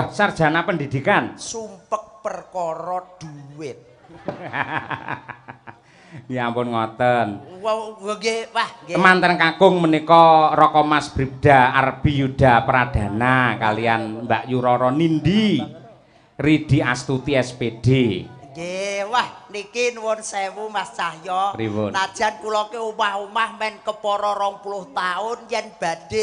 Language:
Javanese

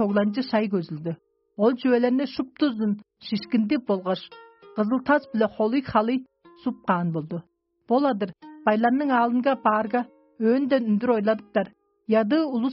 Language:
Tuvinian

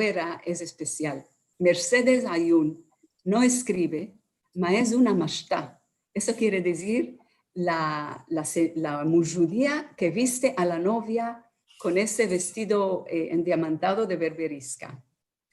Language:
Ladino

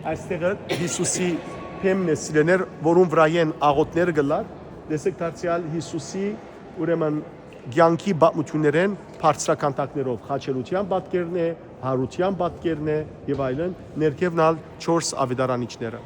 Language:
Western Armenian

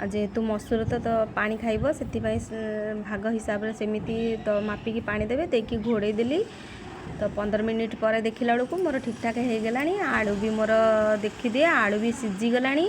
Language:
Odia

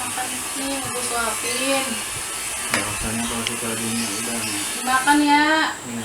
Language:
Betawi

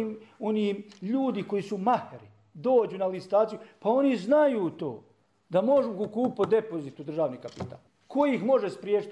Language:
Croatian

